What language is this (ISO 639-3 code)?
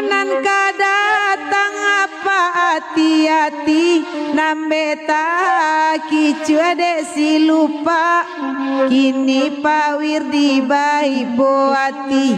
min